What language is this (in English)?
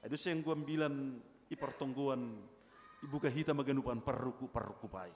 Batak Simalungun